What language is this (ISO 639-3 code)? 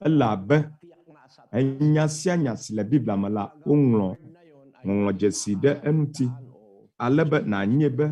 ewe